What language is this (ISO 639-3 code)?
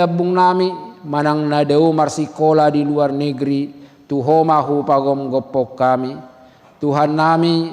bbc